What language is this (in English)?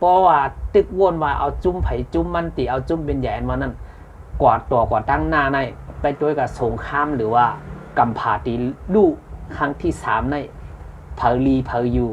Shan